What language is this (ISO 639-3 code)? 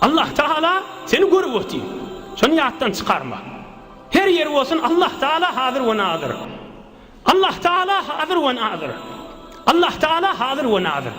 tuk